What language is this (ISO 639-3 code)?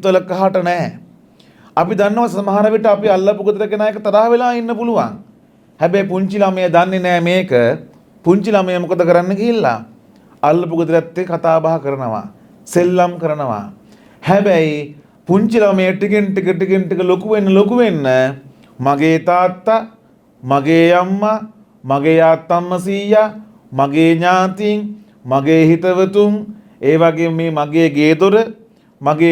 sin